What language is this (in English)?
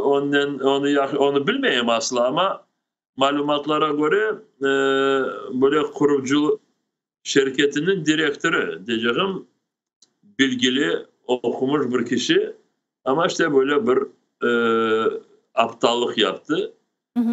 Crimean Tatar